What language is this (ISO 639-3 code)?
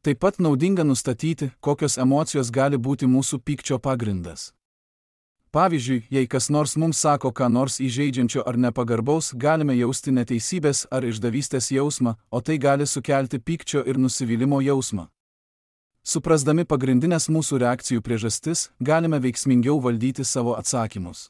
lit